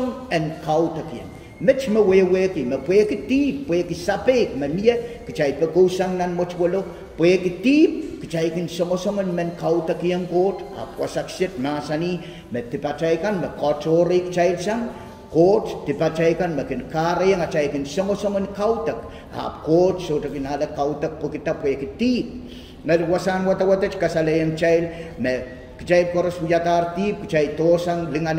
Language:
Pohnpeian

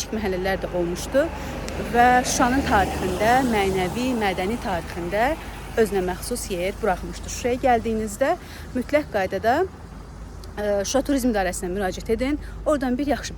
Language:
Azerbaijani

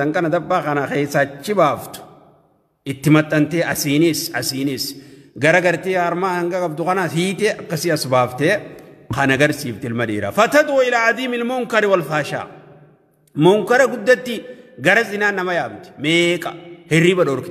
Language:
Oromo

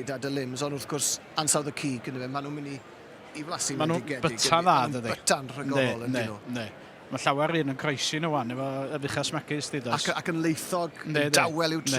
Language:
Welsh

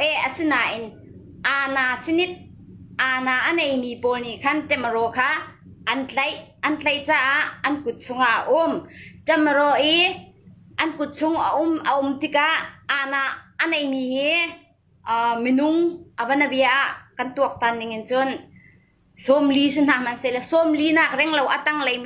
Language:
Hakha Chin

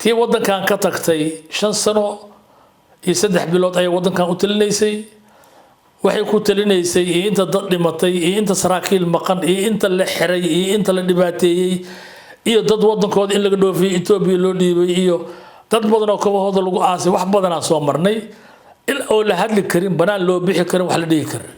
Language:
Somali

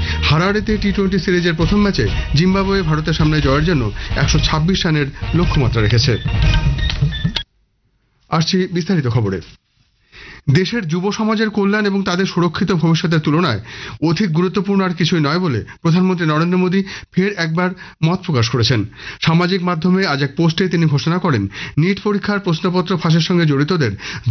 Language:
Bangla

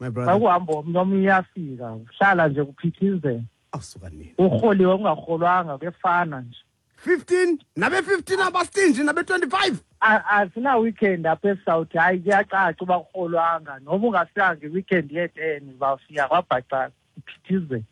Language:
Xhosa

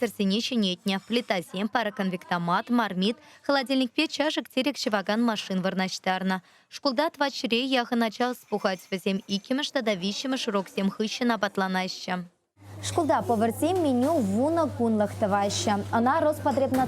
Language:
Chuvash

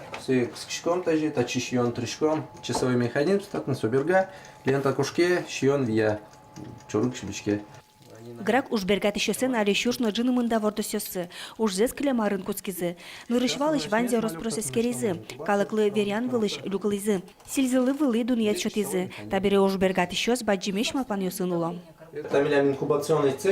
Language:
Udmurt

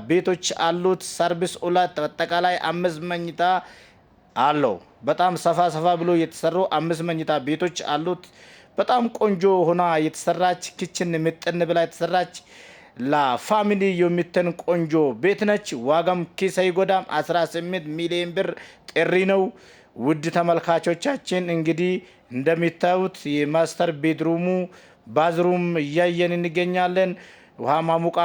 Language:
Amharic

